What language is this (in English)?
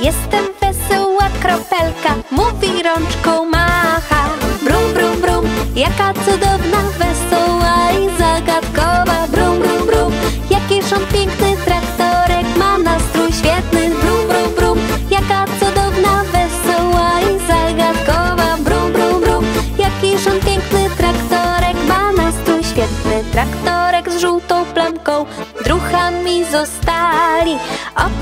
Polish